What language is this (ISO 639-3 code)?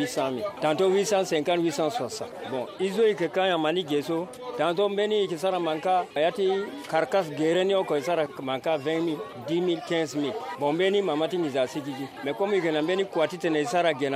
sag